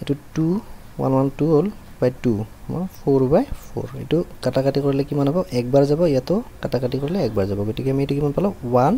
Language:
Assamese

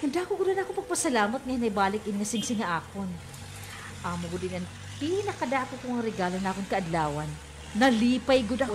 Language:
Waray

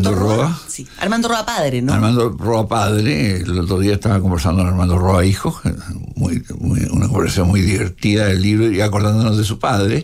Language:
Spanish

